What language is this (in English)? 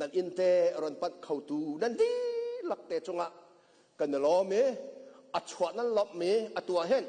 Hakha Chin